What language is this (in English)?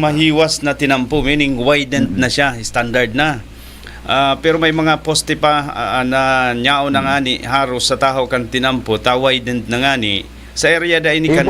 Bikol